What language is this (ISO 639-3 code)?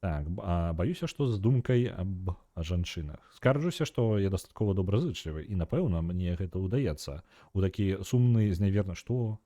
bel